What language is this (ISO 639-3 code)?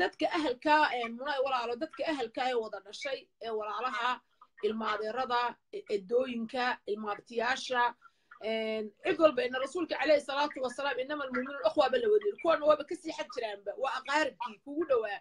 som